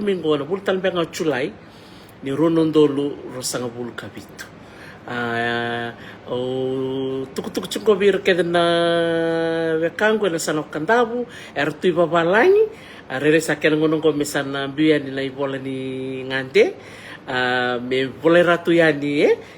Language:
Fijian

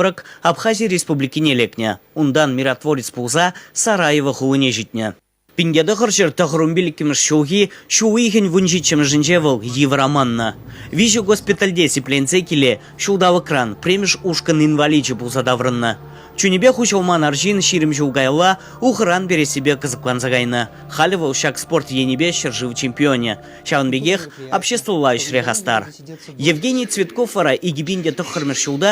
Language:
Chuvash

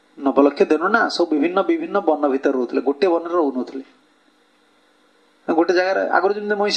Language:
Odia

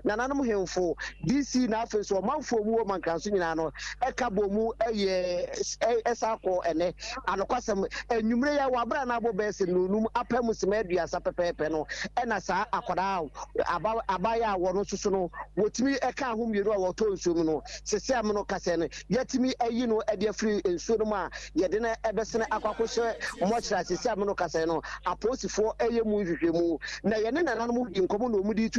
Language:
Akan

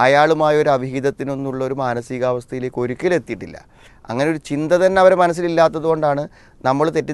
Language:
Malayalam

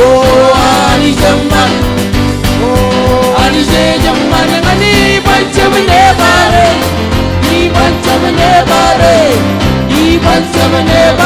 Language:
Marshallese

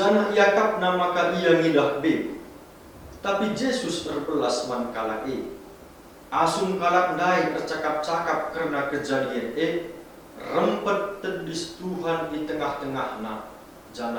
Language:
Batak Karo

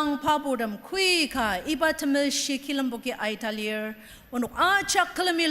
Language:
Ao Naga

